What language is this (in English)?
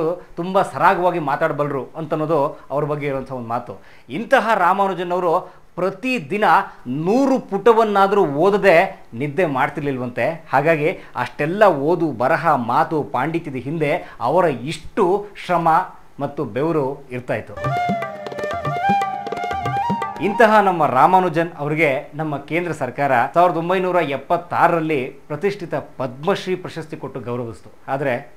Kannada